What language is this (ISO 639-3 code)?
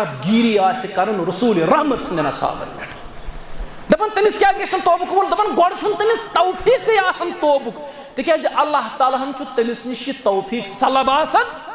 kas